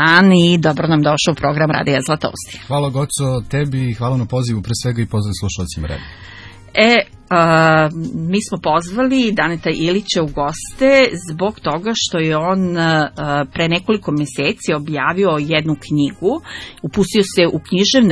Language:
Serbian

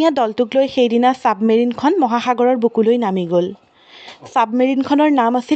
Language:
Assamese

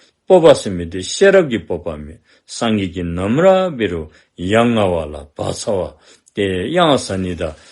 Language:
Dzongkha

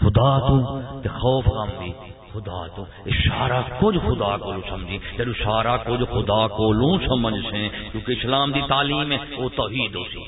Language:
Saraiki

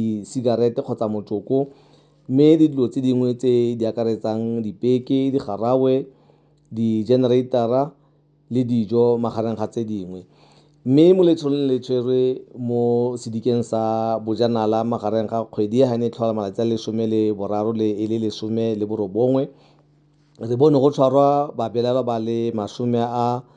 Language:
Tswana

